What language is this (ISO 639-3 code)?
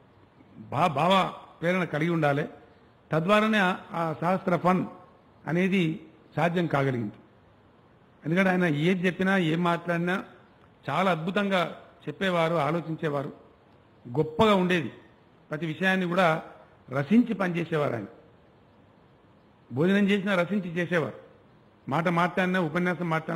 tel